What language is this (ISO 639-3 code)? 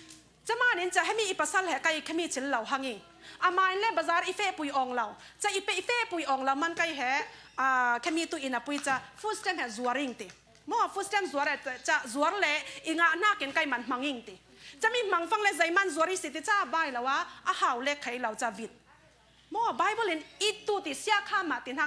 cfm